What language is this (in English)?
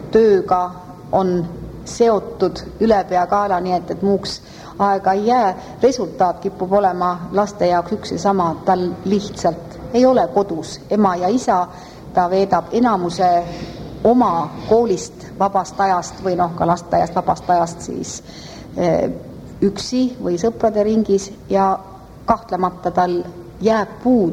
Estonian